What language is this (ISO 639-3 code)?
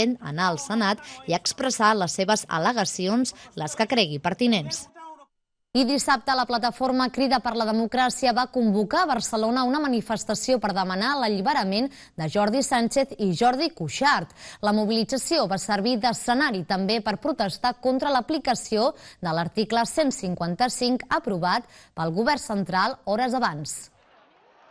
cat